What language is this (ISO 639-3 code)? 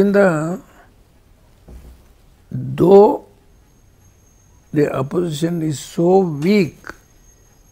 kan